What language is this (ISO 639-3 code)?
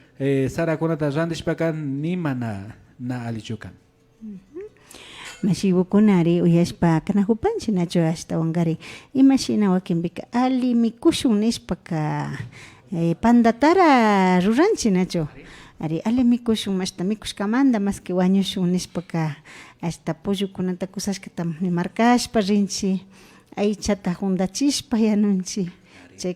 qvi